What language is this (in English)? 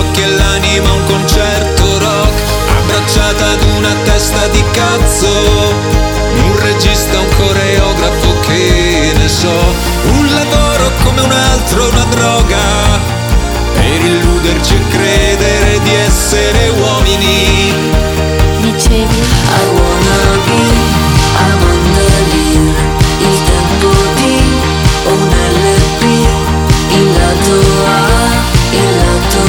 Italian